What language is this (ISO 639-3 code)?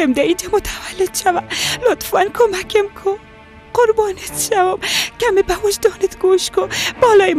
fas